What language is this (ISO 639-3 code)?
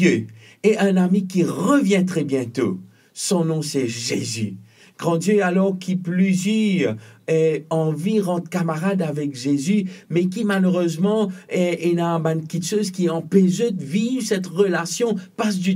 mfe